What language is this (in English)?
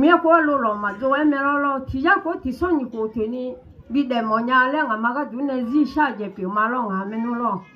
Akha